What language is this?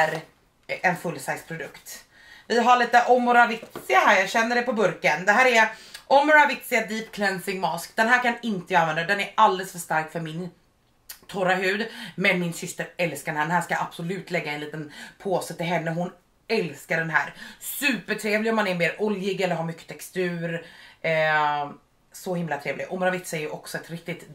Swedish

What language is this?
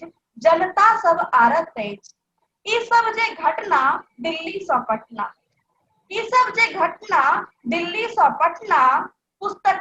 Maithili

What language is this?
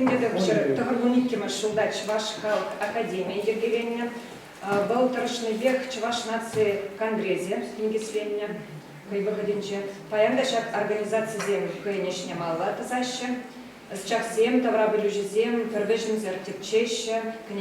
Chuvash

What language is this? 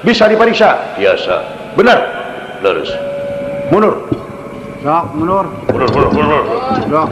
Sundanese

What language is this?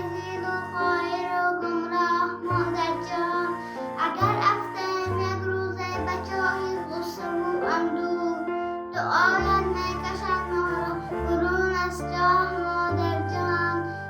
Tajik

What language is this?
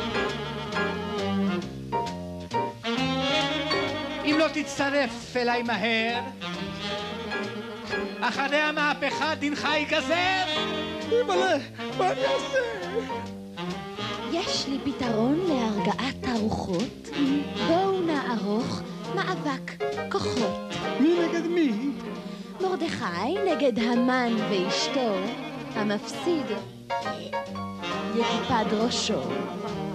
Hebrew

